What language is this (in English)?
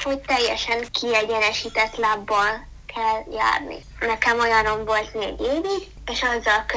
Hungarian